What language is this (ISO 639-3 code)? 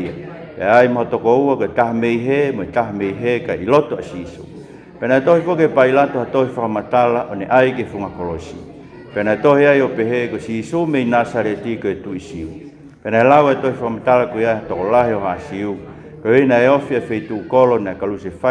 ton